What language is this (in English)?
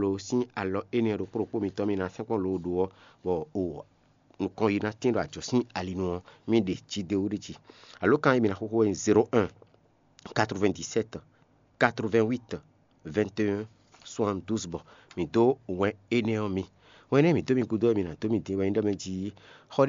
Fon